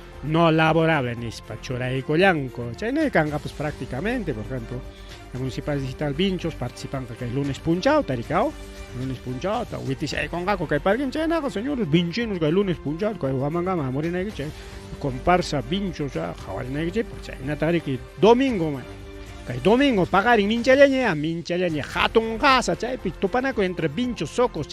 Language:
Ayacucho Quechua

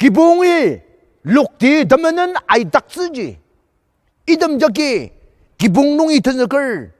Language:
Ao Naga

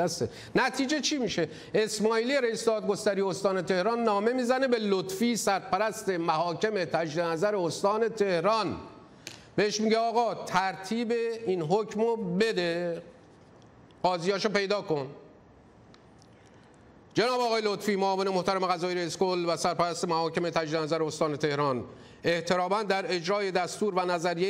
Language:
Persian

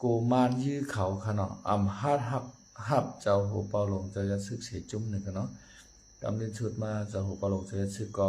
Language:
Shan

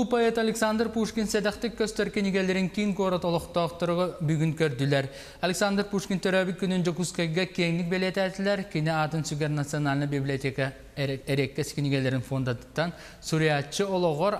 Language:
Yakut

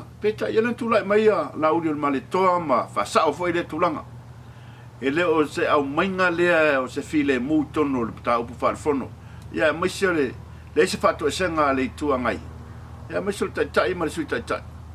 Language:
Samoan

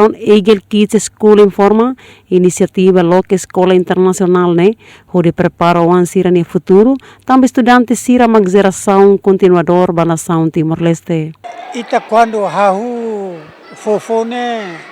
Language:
Tetum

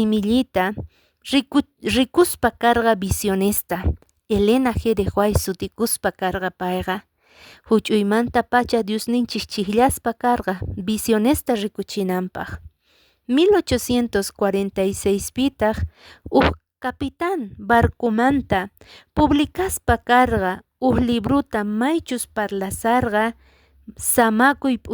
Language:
Quechua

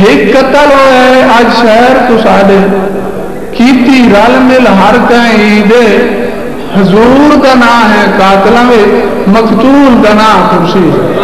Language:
Saraiki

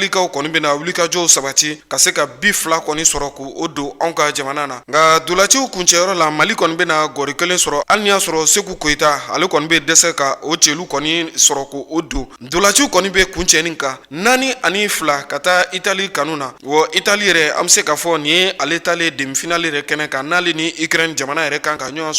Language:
Bambara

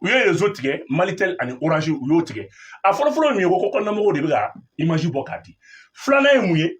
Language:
Bambara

